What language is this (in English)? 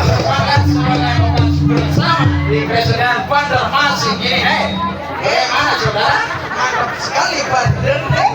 Banjar